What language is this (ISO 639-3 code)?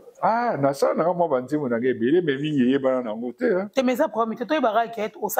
lin